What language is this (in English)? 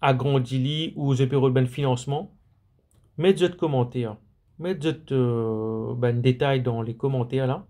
Morisyen